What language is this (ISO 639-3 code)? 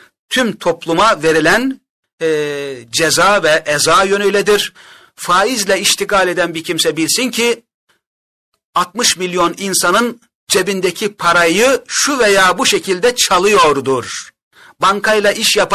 tur